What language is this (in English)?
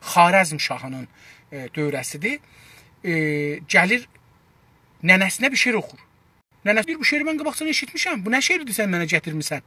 South Azerbaijani